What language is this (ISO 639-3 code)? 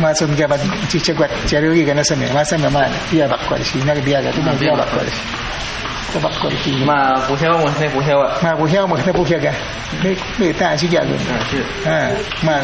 kwi